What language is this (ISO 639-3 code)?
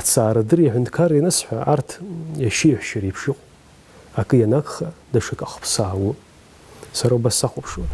abk